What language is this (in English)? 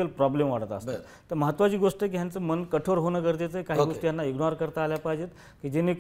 Marathi